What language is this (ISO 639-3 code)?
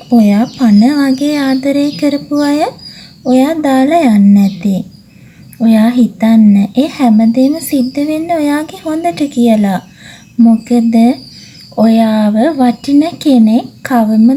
sin